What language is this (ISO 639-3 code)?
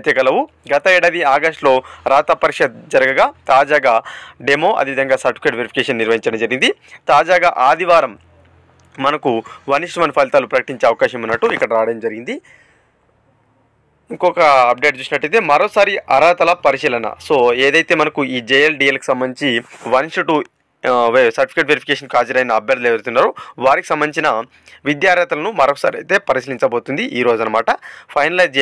tel